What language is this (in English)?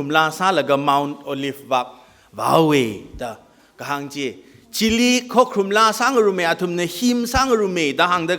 Tangkhul Naga (India)